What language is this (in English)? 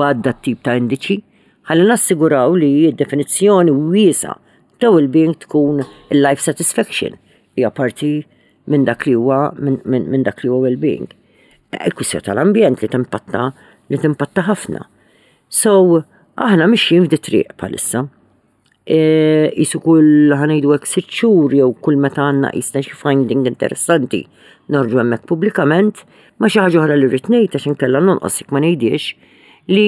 Maltese